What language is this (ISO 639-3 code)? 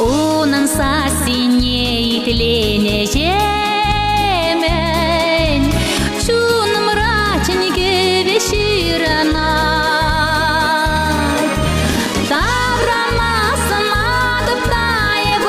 chv